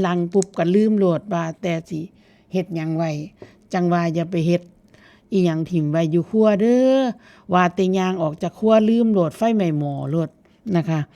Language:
Northeastern Thai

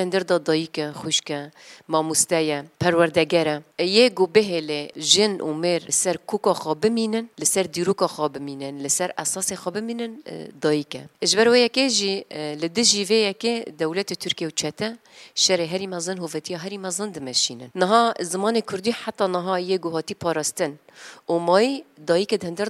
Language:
Kurdish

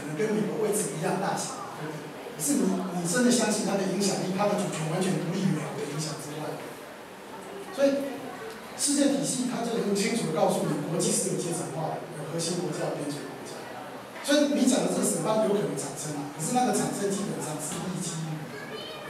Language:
Chinese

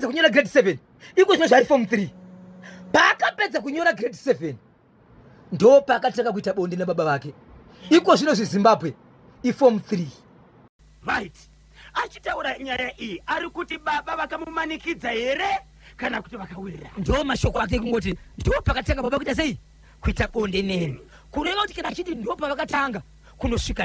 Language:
Shona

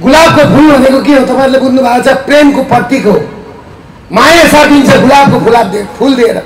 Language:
Nepali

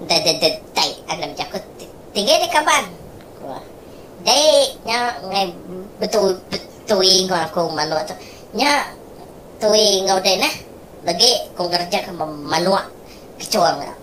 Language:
Iban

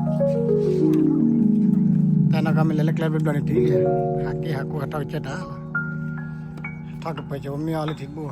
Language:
S'gaw Karen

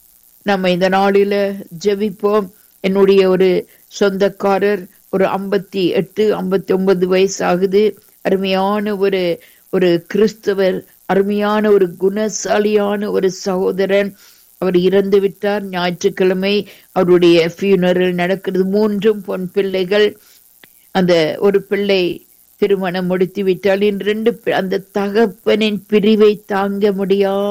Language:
Tamil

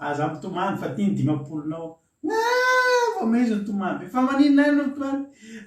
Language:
Malagasy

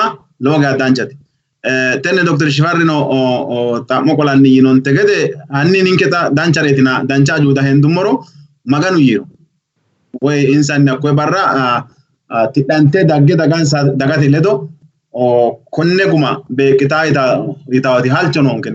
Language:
Sidamo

